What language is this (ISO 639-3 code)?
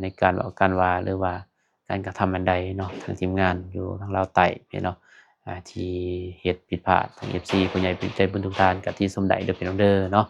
lao